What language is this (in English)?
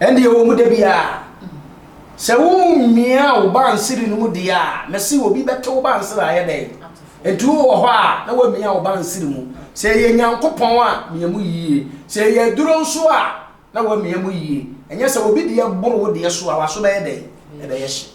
Akan